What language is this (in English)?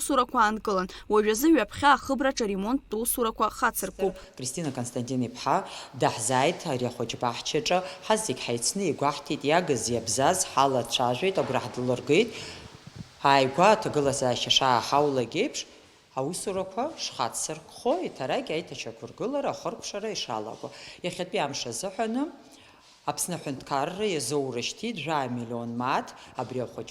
Abkhazian